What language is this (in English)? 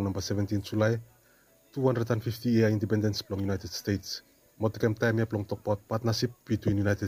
Bislama